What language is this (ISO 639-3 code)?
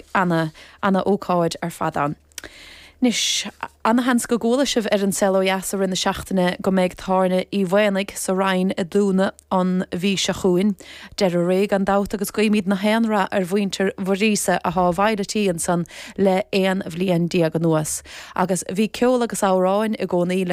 gle